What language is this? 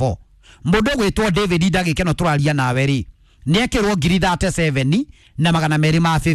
Kikuyu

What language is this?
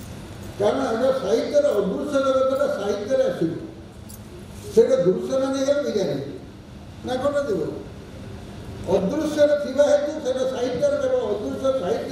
Odia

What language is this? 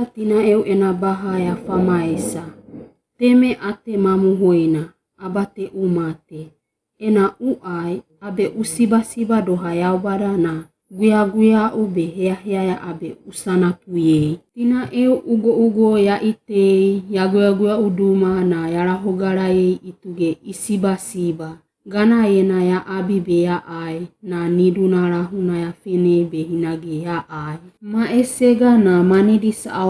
Wagawaga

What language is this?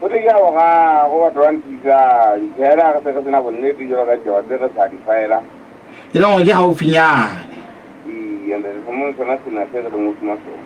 Southern Sotho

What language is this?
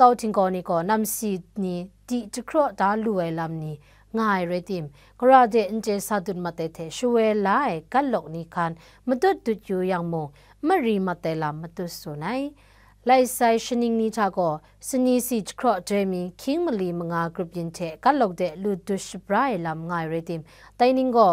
Kachin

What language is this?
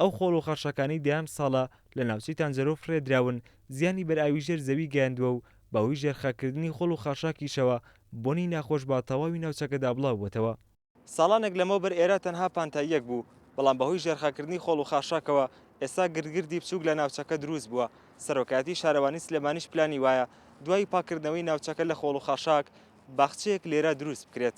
Central Kurdish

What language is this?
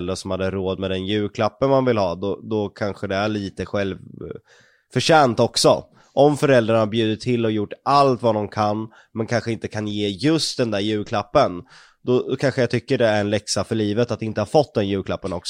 Swedish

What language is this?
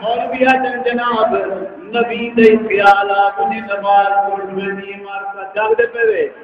Saraiki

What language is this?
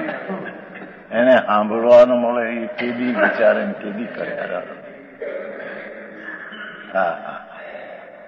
Gujarati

